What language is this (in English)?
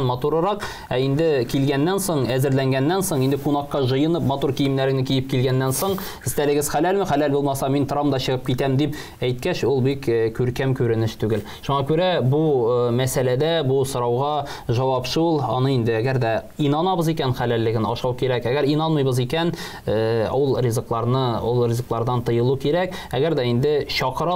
Tatar